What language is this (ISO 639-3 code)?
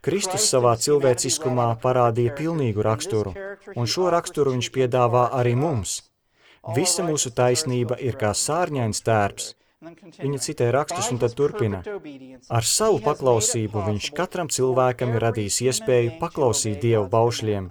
lav